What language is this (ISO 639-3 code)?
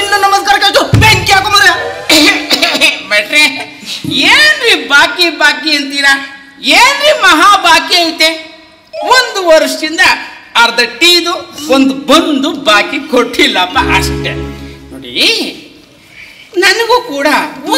kan